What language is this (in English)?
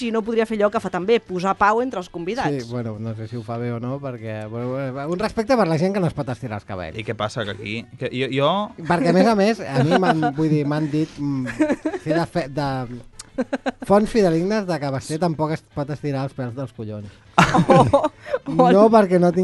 Catalan